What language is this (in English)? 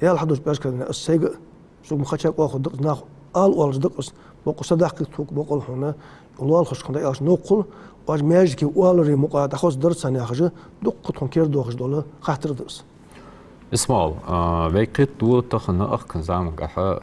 Ingush